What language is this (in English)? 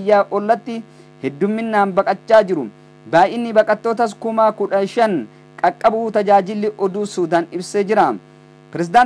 Oromo